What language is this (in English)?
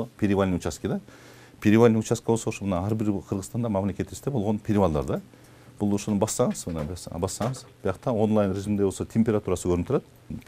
Kyrgyz